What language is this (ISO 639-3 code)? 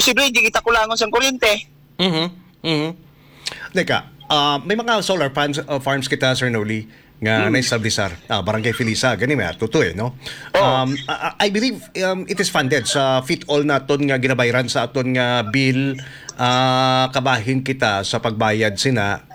hil